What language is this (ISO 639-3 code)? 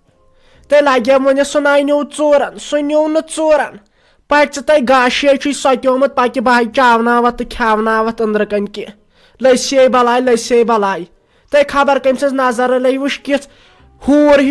kas